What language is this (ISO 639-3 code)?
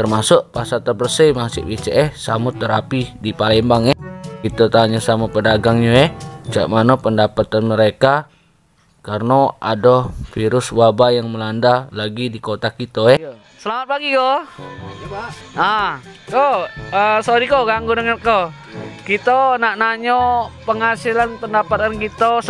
mui